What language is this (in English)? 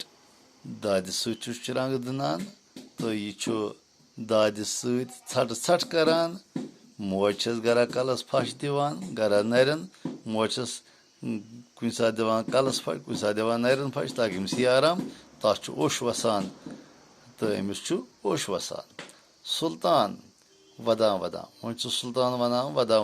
Kashmiri